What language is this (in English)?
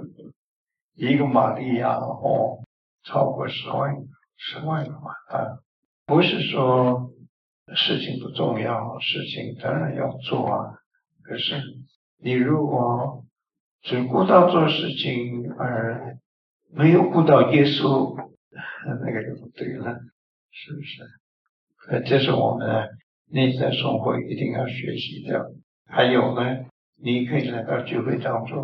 Chinese